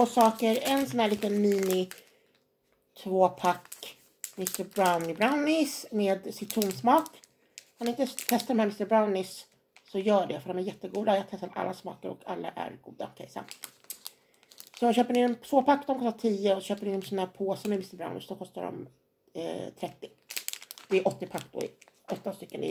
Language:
Swedish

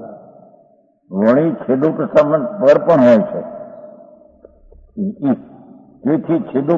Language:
Gujarati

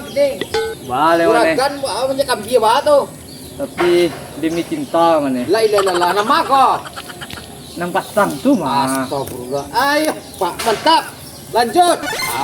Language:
Minangkabau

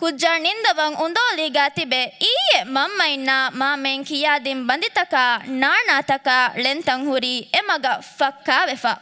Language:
Divehi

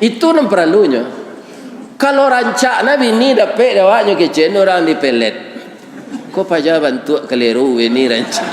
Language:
Minangkabau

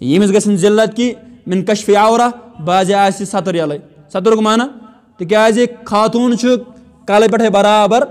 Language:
Kashmiri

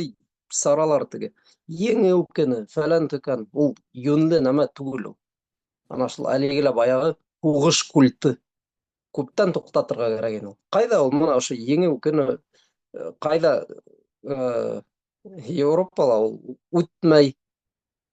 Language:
Bashkir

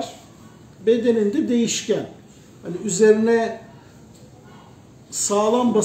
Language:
Turkish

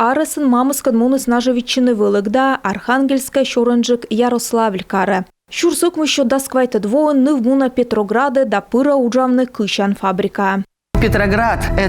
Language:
Komi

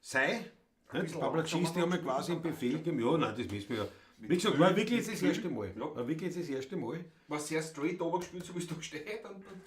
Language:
Bavarian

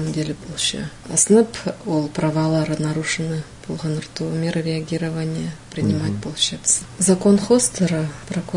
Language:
Khakas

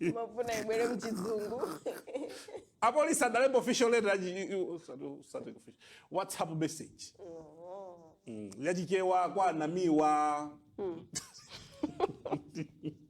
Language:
Nyanja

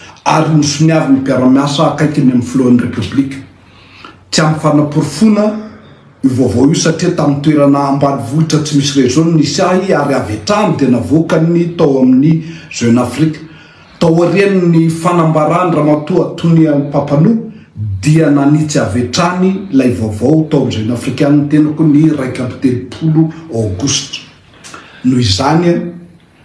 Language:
Malagasy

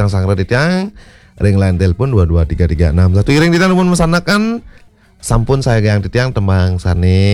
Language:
Balinese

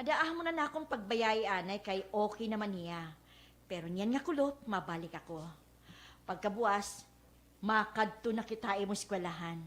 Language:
Waray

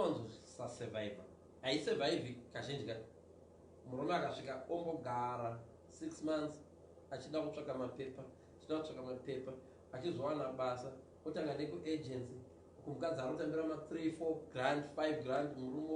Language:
Shona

